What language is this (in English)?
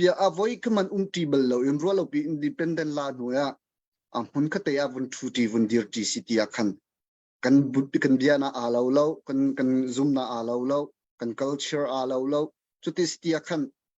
Hakha Chin